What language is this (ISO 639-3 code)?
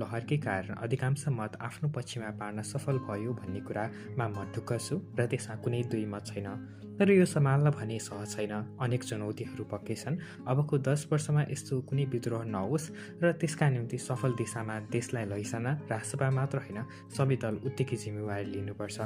nep